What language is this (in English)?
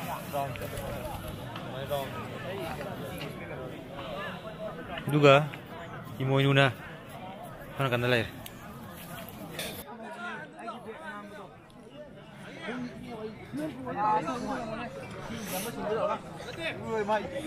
Manipuri